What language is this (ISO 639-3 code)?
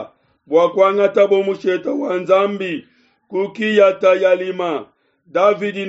lua